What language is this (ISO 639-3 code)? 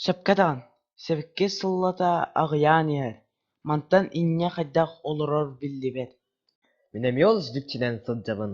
sah